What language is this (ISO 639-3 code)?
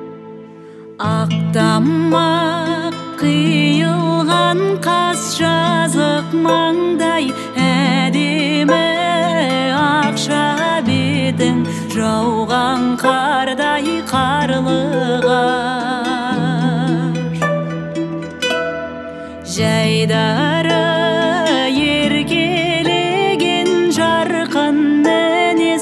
kaz